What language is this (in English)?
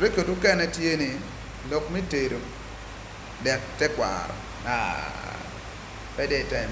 Acoli